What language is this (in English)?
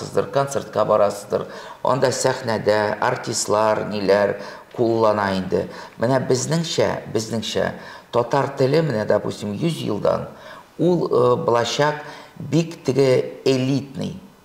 Tatar